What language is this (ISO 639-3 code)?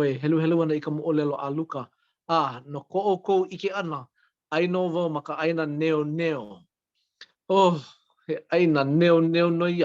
haw